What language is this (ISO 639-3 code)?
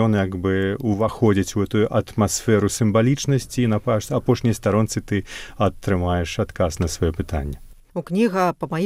bel